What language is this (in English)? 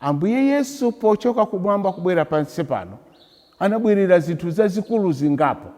Nyanja